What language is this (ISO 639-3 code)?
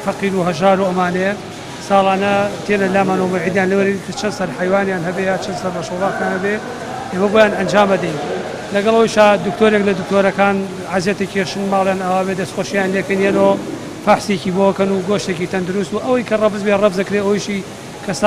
ckb